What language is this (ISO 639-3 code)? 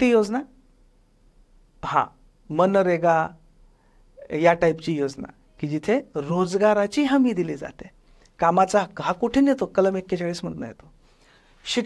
mar